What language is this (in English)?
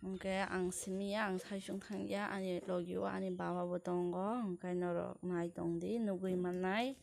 Kok Borok